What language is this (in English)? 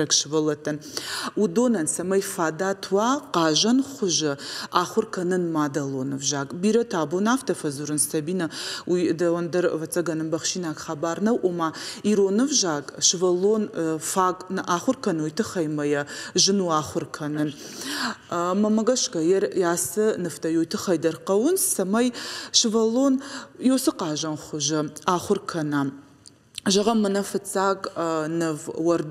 Ossetic